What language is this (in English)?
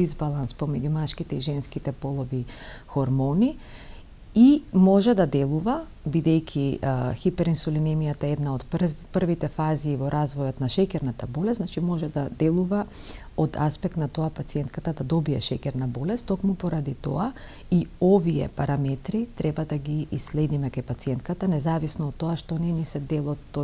Macedonian